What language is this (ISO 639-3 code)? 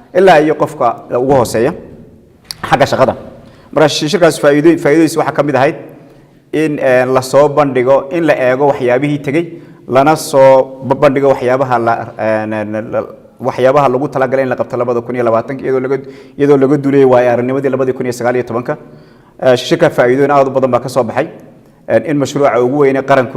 som